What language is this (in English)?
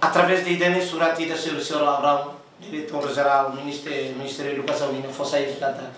Tetum